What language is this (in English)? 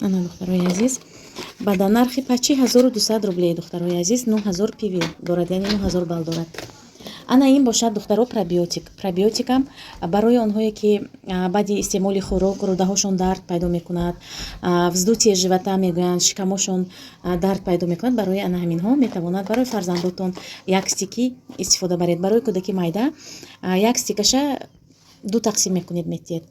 Tajik